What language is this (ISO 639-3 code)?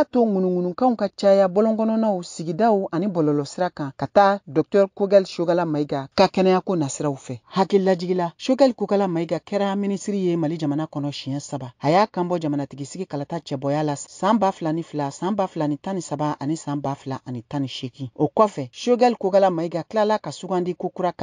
bam